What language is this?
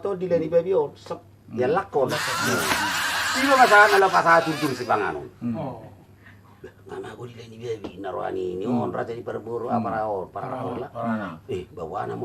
Batak Toba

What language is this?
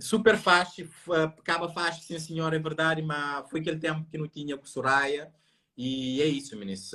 Kabuverdianu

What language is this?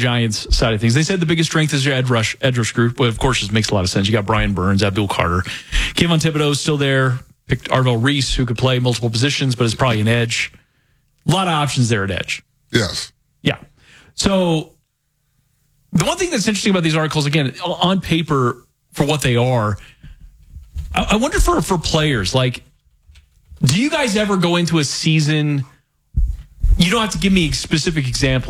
English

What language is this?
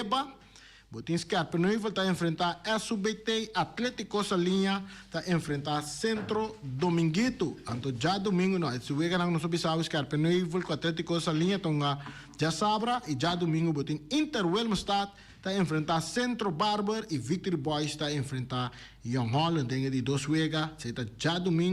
Papiamento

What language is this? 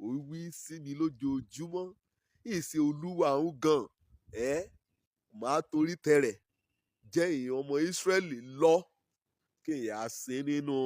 Yoruba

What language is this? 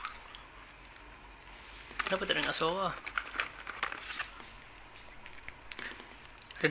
Malay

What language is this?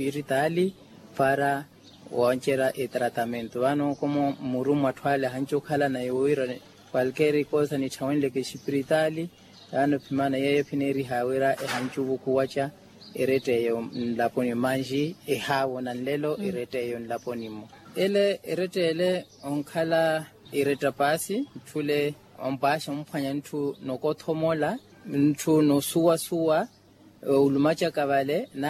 Makhuwa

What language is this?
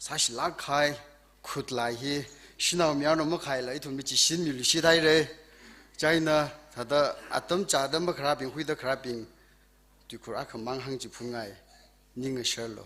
Tangkhul Naga (India)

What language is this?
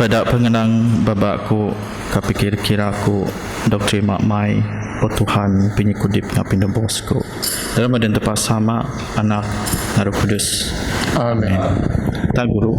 Biatah Bidayuh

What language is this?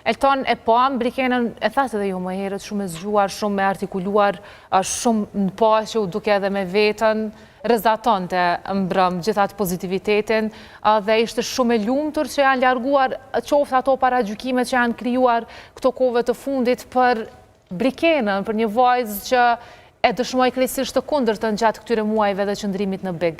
Albanian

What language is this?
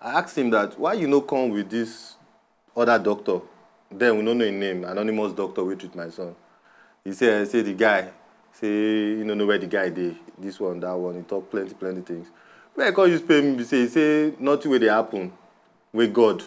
Nigerian Pidgin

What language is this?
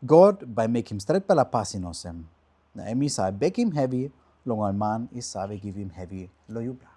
Tok Pisin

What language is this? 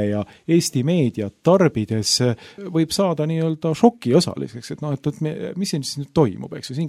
Estonian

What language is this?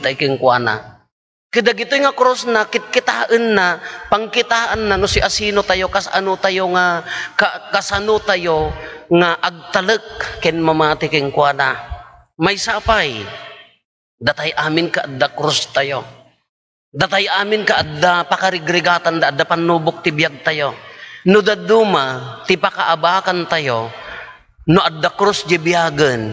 Iloko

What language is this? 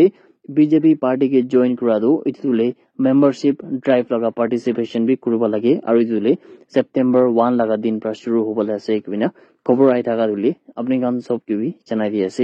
Naga Pidgin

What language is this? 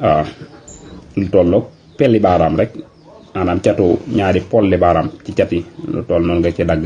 Wolof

